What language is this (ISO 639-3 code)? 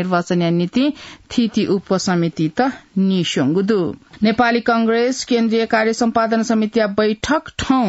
new